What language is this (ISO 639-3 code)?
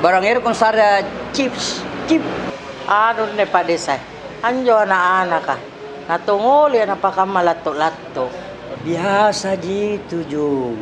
mfp